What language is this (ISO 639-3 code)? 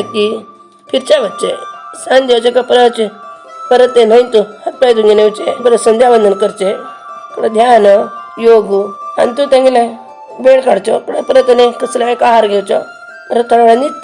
kok